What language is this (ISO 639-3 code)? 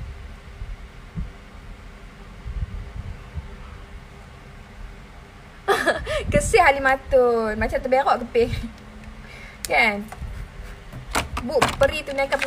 msa